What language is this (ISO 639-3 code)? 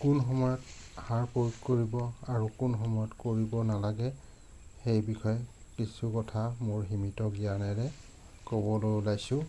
asm